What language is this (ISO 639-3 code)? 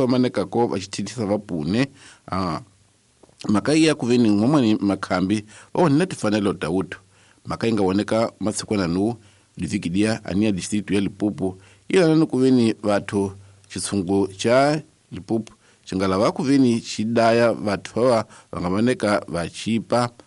tso